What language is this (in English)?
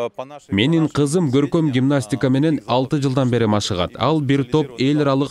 Kyrgyz